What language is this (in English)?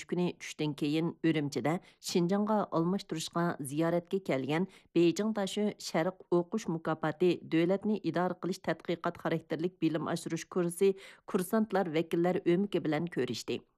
Uyghur